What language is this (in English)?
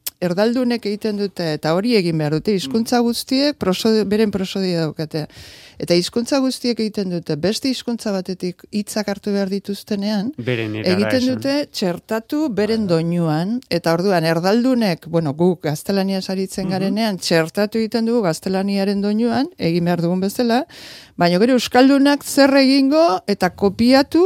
Basque